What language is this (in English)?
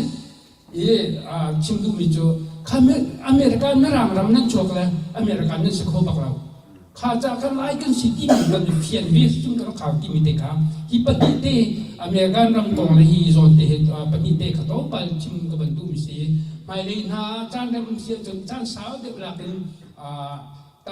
Hakha Chin